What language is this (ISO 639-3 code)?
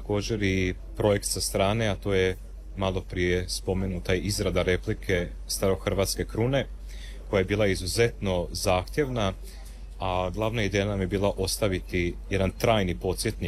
hrv